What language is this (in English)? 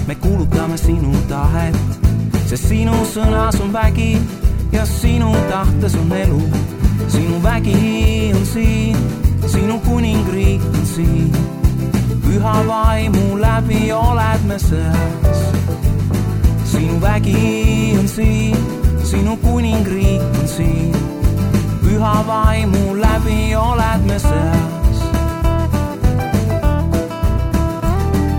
Estonian